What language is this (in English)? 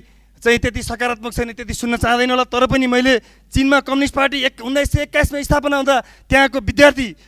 Nepali